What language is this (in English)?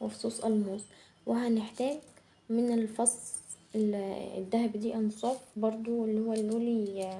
Egyptian Arabic